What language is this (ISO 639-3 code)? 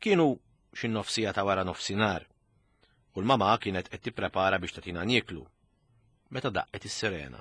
mlt